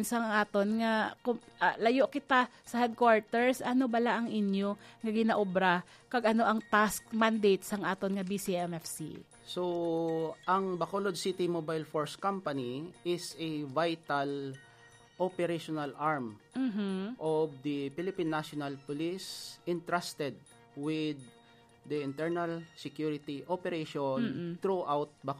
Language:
Hiligaynon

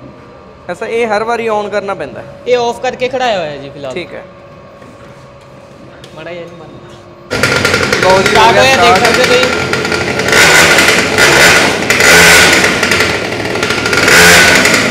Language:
Punjabi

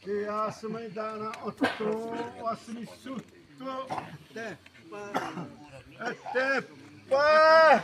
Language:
Xavánte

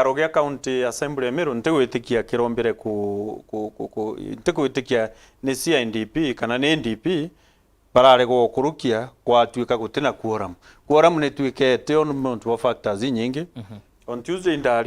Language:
Meru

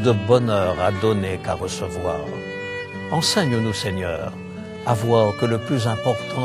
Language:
French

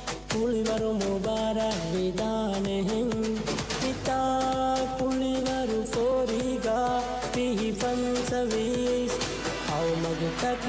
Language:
Divehi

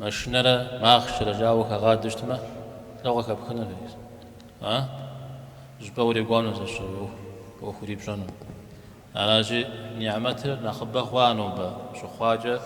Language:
Kabardian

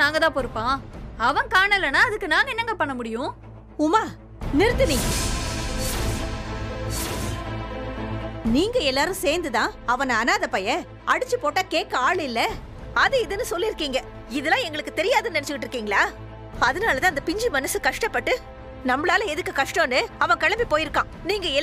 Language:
Tamil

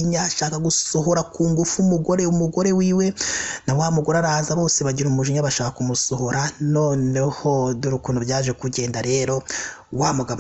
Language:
Kinyarwanda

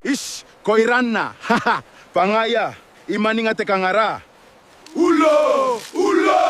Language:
Gilbertese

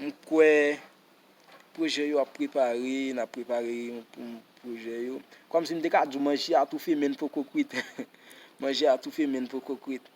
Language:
Haitian Creole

